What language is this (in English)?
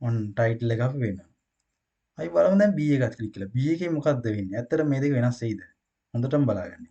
Sinhala